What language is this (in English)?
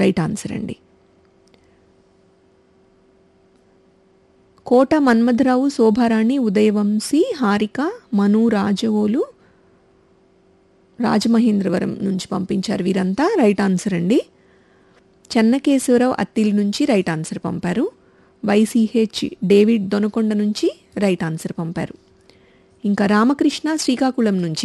Telugu